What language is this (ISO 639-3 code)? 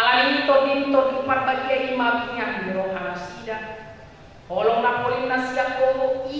bbc